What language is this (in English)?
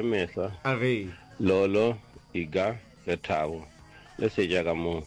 Northern Sotho